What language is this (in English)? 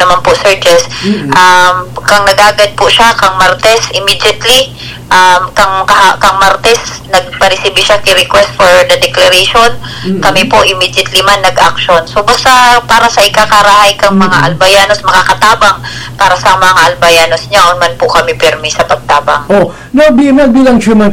Bikol